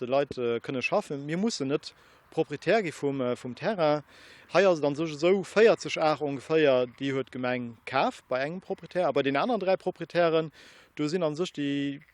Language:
Luxembourgish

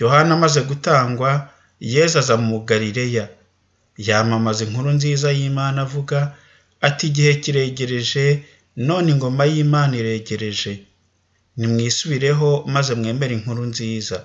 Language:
Kinyarwanda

